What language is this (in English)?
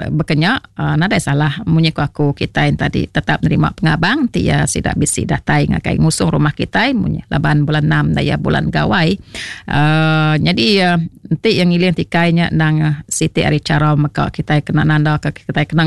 Iban